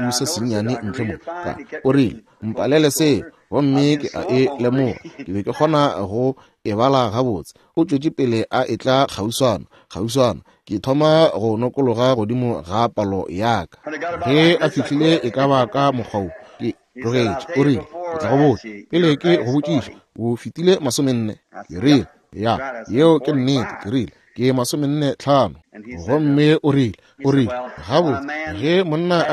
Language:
Northern Sotho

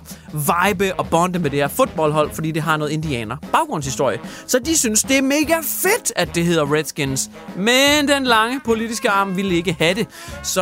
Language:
Danish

